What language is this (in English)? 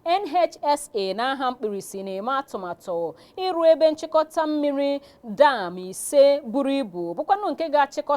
Igbo